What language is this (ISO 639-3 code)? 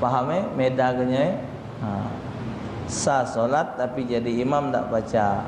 mui